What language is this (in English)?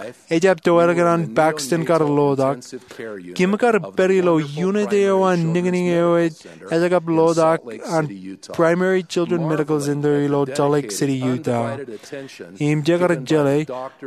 Marshallese